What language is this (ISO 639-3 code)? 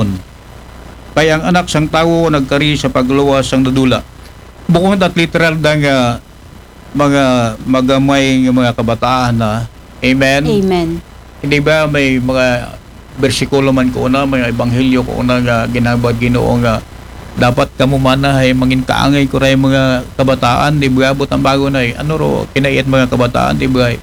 akl